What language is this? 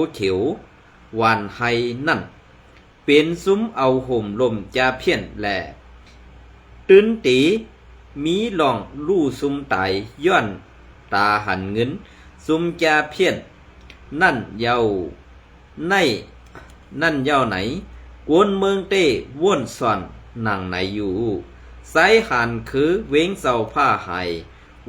Shan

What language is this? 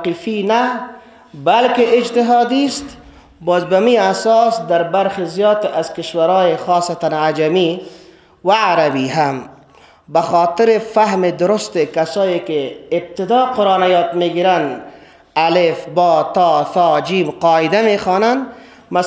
Persian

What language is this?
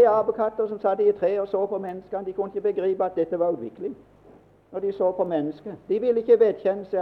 Norwegian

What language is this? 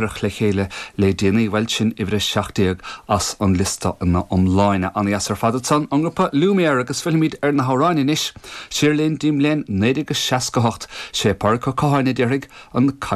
Irish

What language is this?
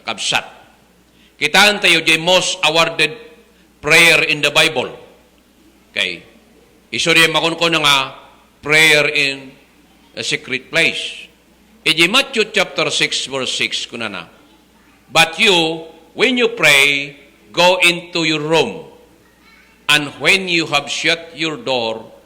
Iloko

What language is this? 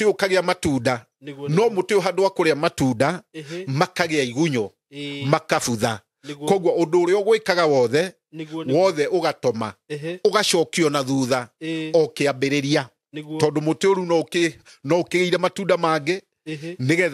Kikuyu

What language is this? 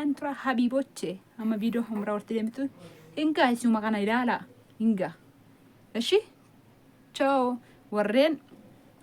Oromo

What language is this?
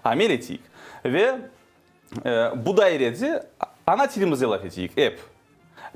Crimean Tatar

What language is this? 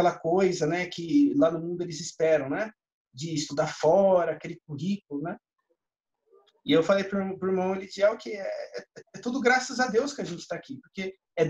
Portuguese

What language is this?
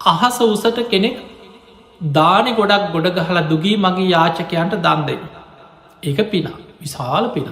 Sinhala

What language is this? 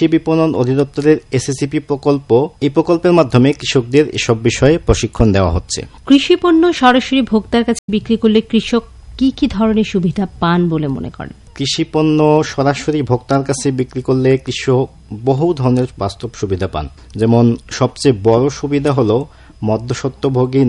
Bangla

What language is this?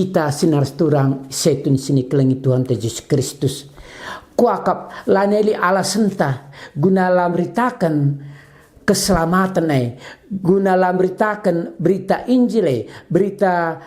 Batak Karo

